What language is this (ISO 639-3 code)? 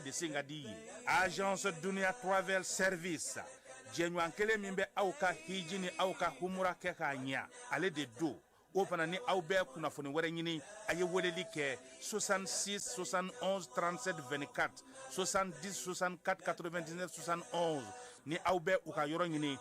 bam